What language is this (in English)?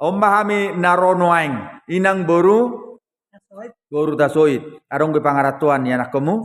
Batak Toba